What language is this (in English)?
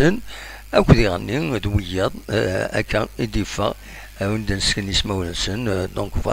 Kabyle